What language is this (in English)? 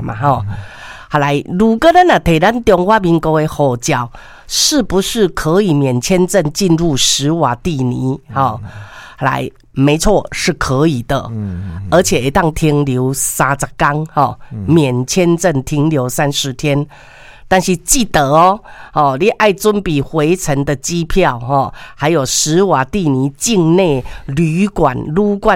Min Nan Chinese